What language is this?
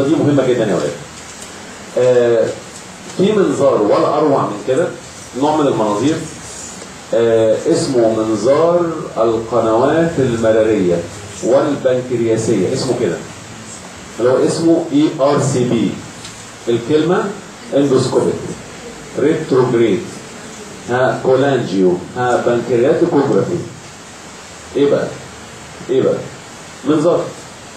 Egyptian Arabic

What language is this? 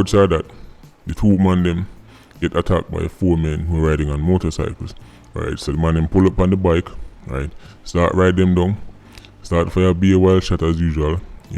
Jamaican Creole English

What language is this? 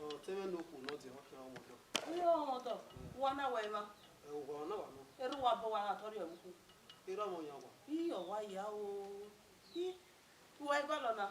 Bini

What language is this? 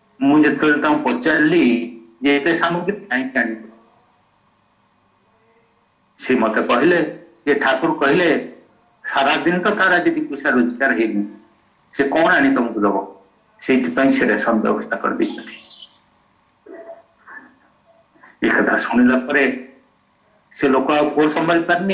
Odia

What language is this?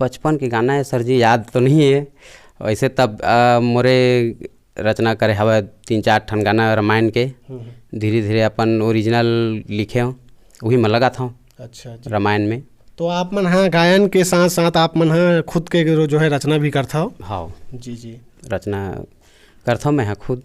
Chhattisgarhi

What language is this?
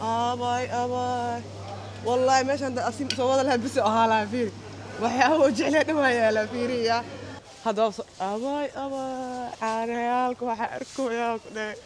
Somali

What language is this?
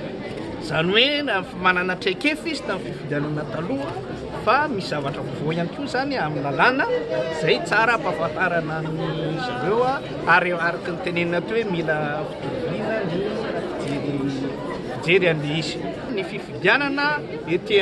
Malagasy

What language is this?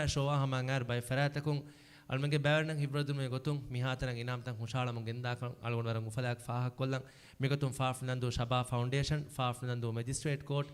Divehi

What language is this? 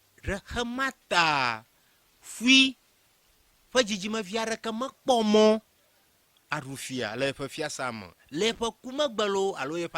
Ewe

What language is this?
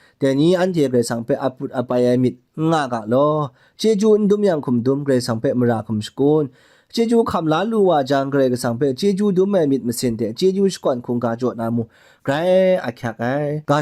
Kachin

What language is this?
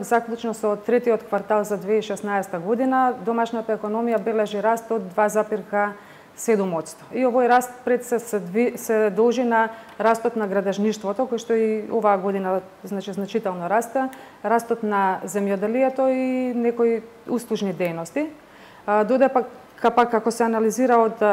Macedonian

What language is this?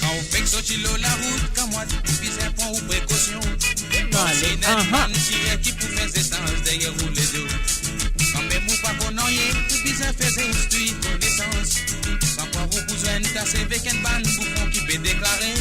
Morisyen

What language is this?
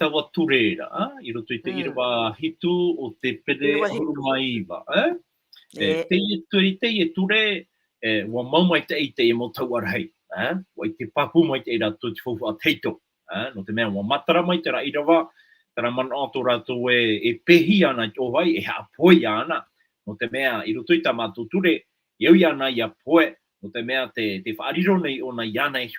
Tahitian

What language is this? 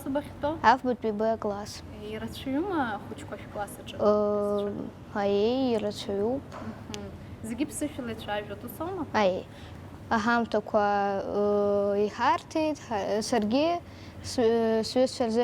Abkhazian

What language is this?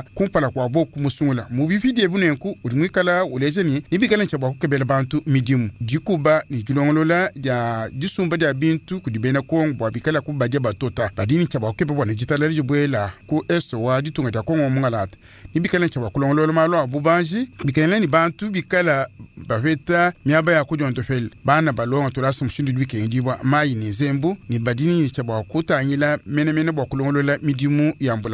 Luba-Lulua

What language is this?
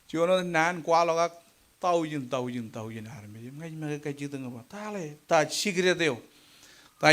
Marshallese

